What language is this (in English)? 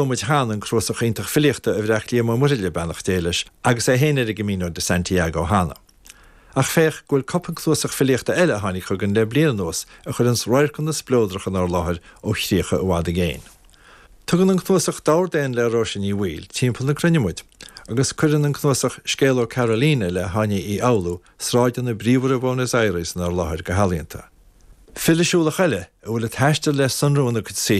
Irish